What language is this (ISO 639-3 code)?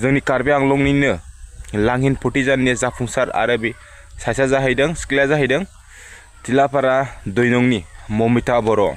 brx